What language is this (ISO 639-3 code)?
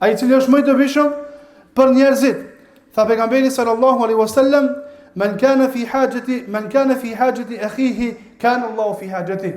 sqi